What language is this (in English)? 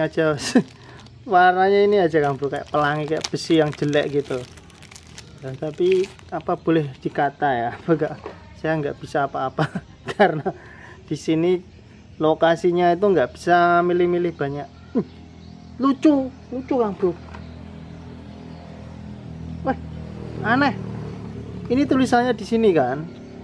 Indonesian